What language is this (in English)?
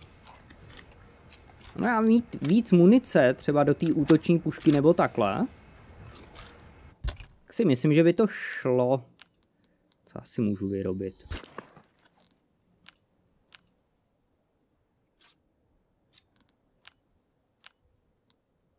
Czech